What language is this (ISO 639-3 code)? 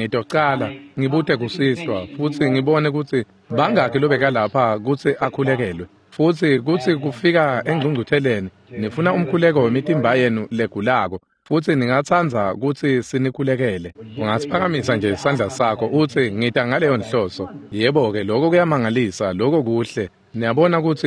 ssw